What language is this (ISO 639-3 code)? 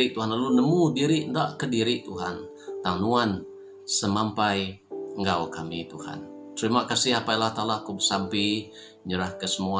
iba